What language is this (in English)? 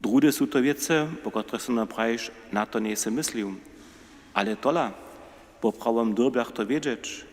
Upper Sorbian